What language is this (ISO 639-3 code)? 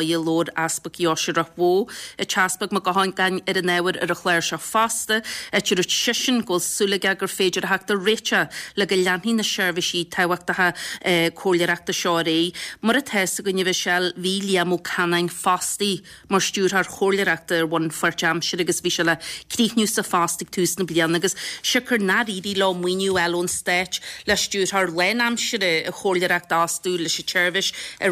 gle